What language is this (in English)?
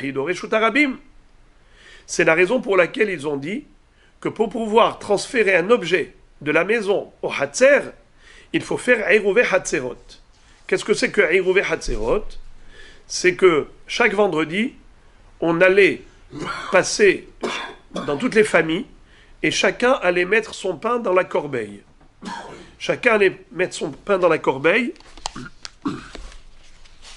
French